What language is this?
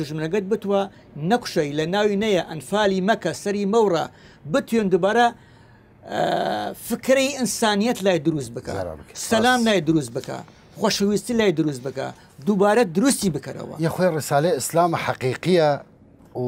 Southern Kurdish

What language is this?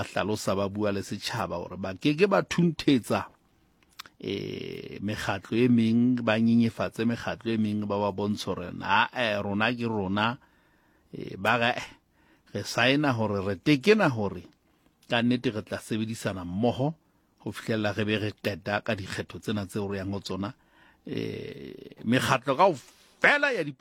Southern Sotho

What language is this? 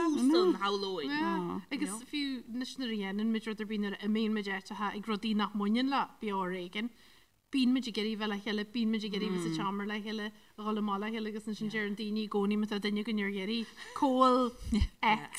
Irish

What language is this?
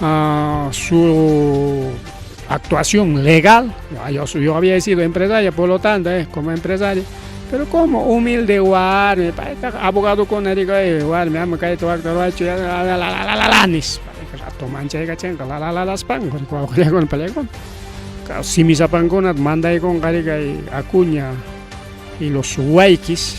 Ayacucho Quechua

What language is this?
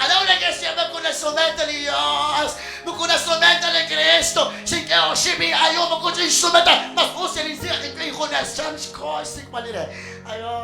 Kekchí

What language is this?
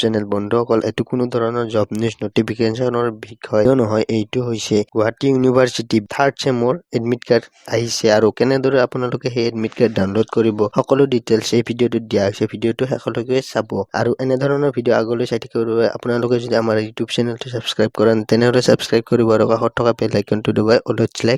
Assamese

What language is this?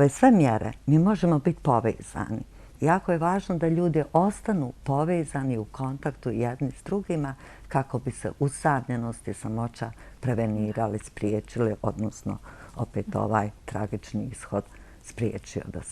Bosnian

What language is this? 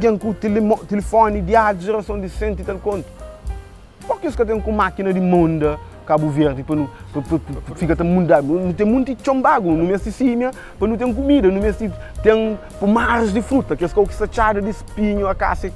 Kabuverdianu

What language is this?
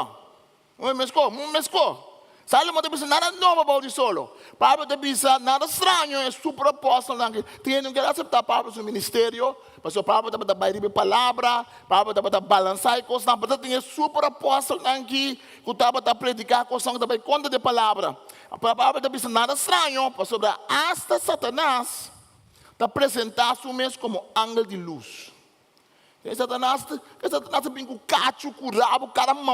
Papiamento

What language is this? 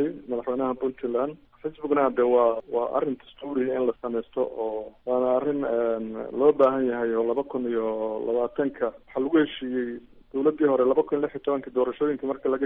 Somali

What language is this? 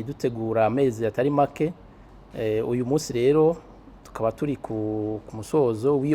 Rundi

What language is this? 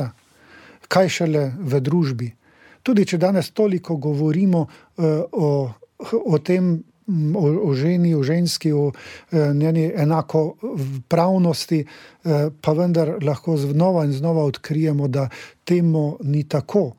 Slovenian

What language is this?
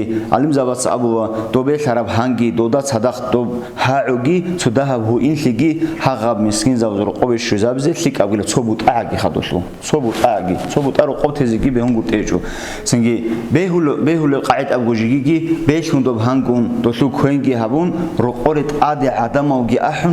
Avaric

